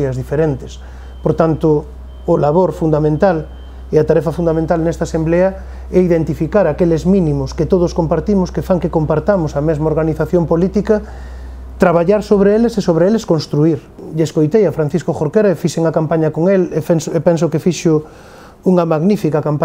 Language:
Galician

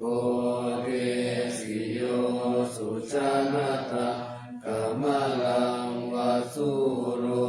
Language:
Pali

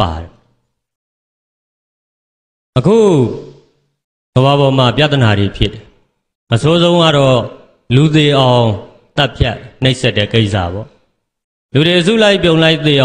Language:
Burmese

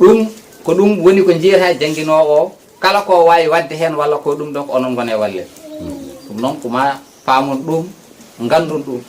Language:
Fula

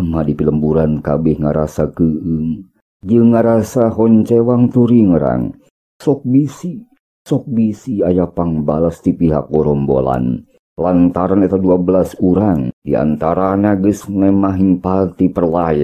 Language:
Sundanese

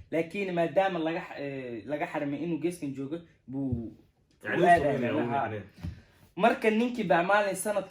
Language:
Somali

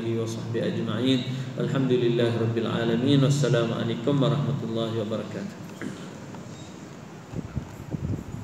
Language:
Malay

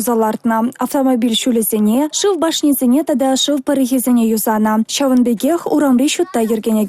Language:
Chuvash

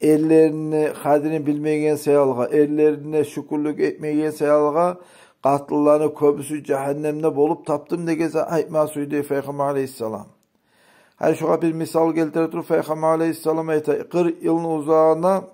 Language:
Kumyk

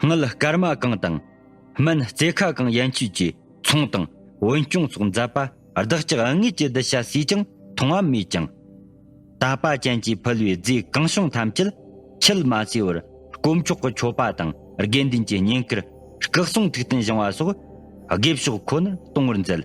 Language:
Tibetan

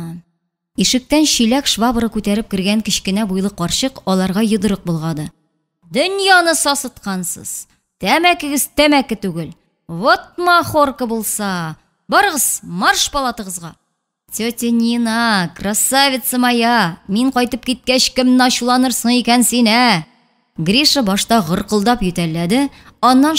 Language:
Tatar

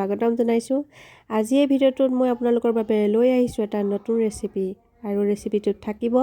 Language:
Assamese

